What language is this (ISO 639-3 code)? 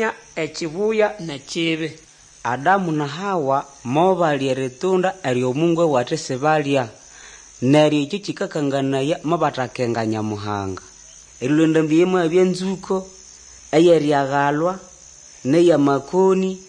nnb